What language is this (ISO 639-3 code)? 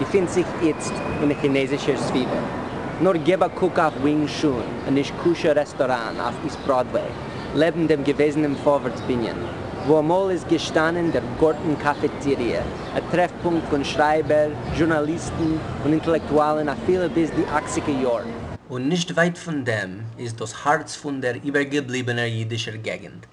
yid